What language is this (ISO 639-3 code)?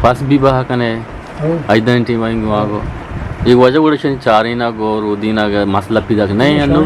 bgp